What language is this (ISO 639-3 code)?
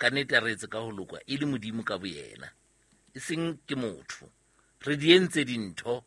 sot